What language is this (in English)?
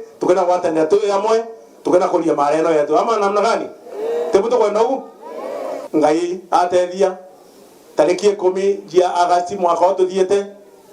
Meru